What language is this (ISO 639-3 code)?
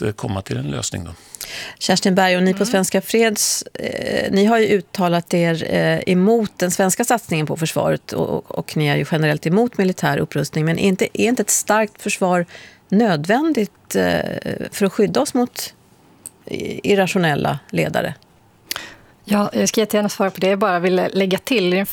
swe